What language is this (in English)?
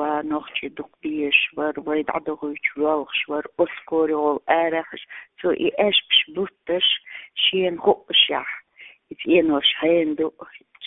Chechen